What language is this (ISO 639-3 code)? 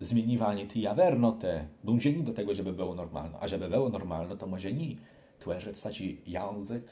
csb